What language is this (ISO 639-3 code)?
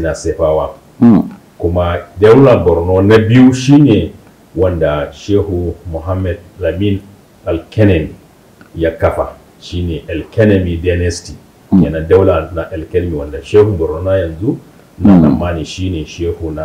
hau